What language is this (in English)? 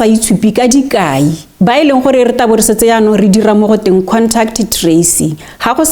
Tswana